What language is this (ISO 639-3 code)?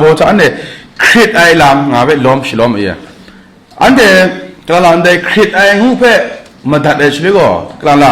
kac